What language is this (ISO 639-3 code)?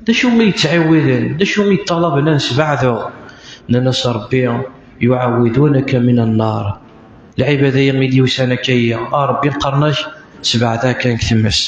kab